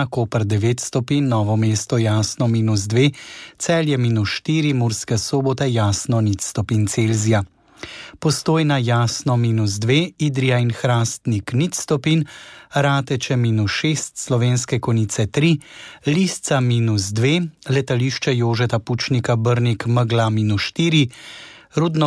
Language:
Slovenian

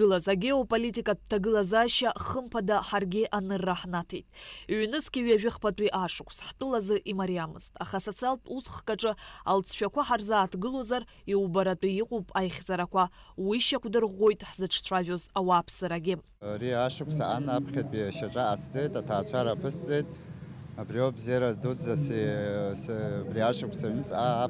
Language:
Abkhazian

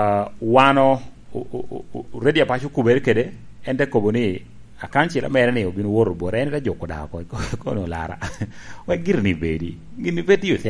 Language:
Lango (Uganda)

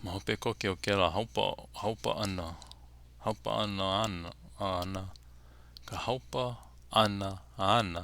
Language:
Hawaiian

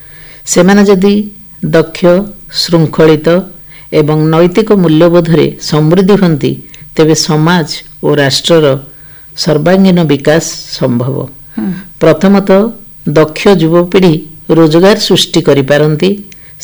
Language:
Odia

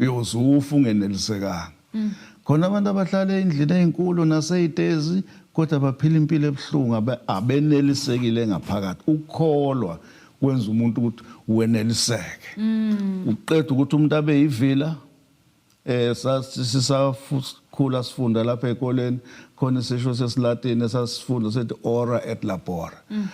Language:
Zulu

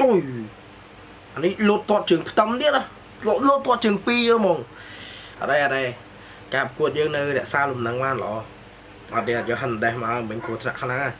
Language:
Khmer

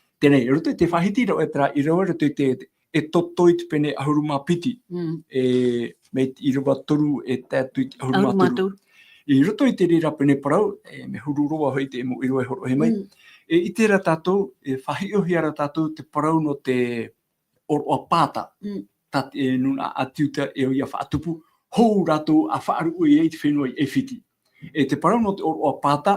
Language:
Tahitian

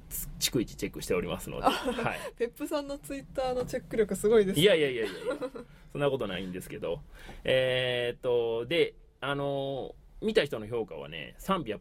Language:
Japanese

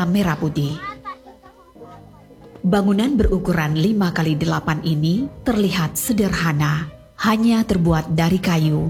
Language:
Indonesian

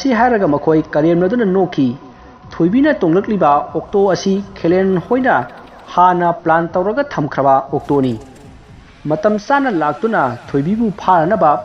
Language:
Manipuri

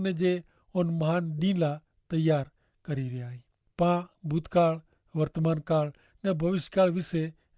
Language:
Kachhi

